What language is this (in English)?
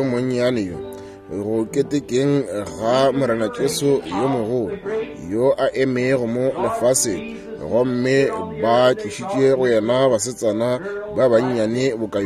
Northern Sotho